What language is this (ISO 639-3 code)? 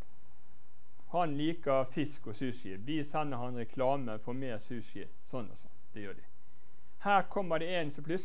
nor